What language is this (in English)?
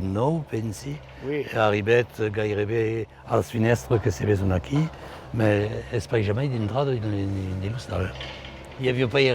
Occitan